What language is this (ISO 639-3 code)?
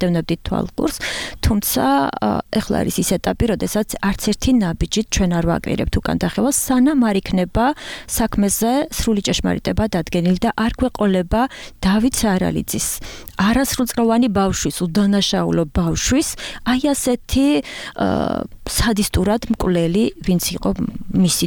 kat